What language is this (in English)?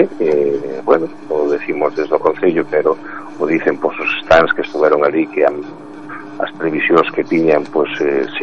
Galician